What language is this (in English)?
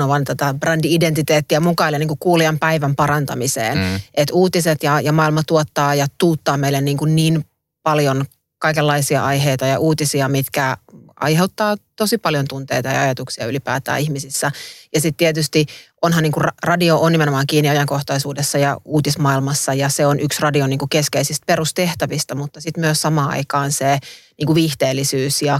Finnish